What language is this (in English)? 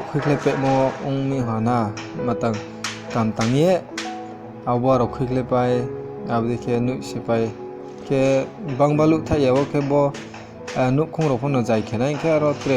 Riang (India)